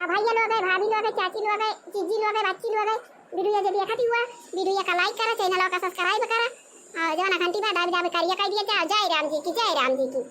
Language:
Awadhi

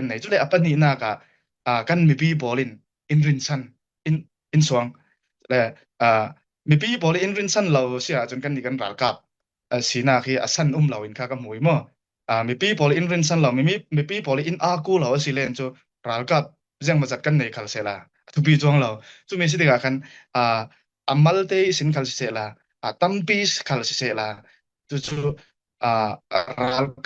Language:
Falam Chin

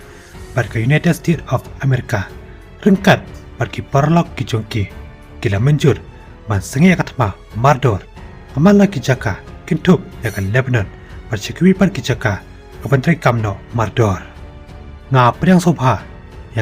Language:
Khasi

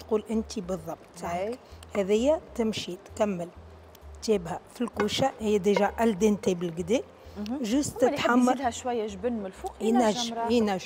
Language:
Tunisian Arabic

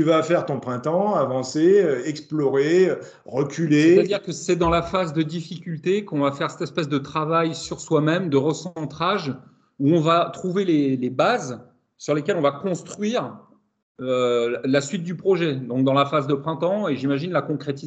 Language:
French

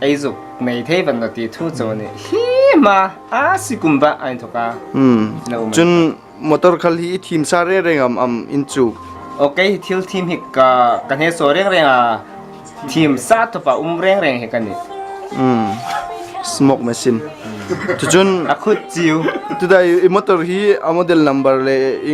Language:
Hmar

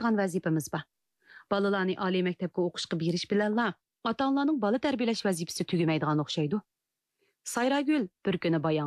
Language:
Uyghur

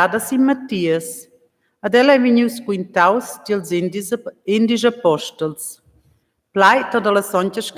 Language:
Romansh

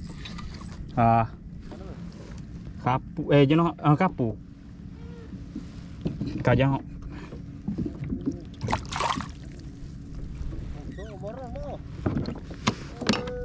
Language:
Malay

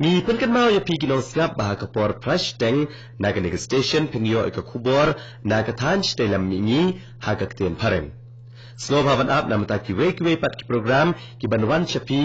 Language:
Khasi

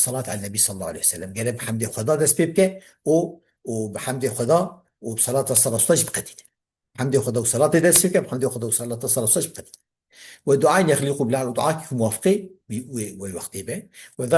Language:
Kurdish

